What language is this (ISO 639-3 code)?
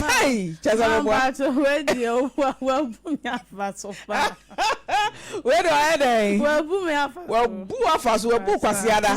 aka